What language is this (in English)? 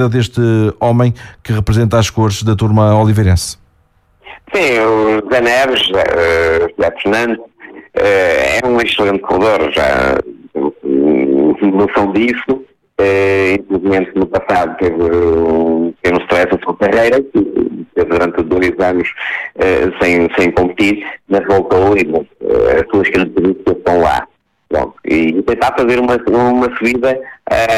Portuguese